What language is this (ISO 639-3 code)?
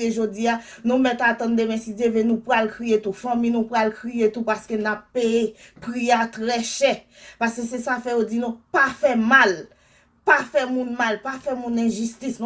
hat